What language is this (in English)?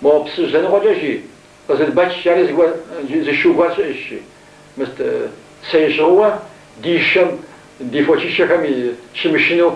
Kabardian